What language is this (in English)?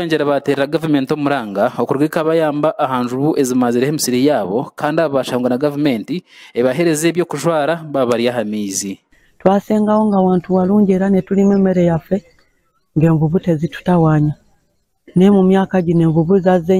Nyankole